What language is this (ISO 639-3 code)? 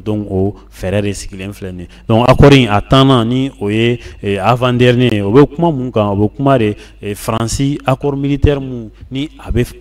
bam